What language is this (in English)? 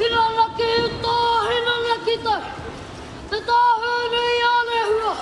Māori